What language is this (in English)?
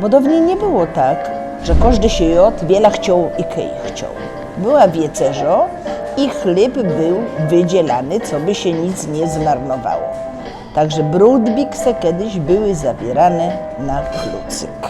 Silesian